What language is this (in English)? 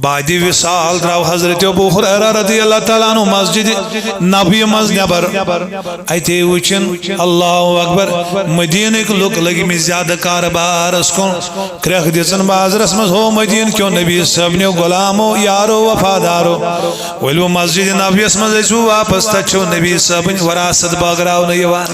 Kashmiri